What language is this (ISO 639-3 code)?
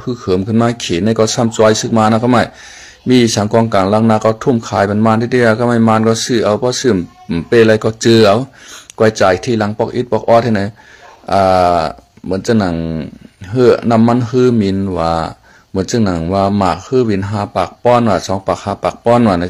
shn